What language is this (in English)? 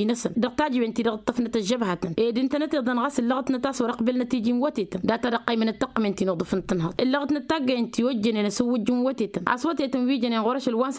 Tamasheq